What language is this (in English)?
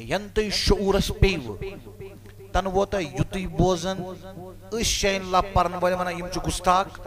Kashmiri